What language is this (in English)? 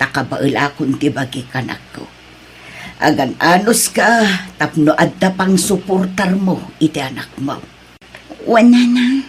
Iloko